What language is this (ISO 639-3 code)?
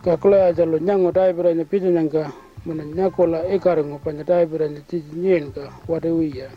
pjt